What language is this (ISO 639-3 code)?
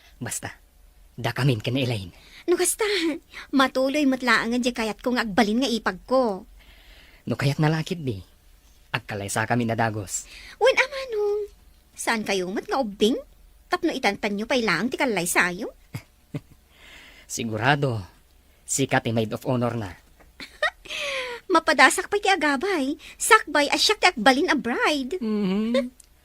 ilo